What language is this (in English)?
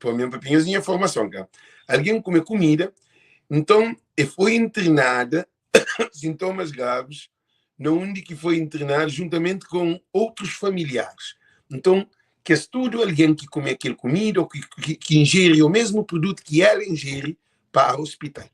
Kabuverdianu